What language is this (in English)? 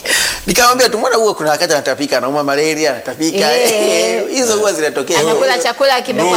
Swahili